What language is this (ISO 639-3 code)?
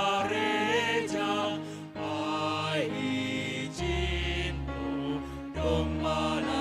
bts